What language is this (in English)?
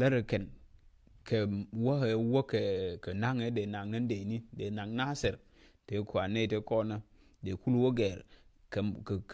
Nuer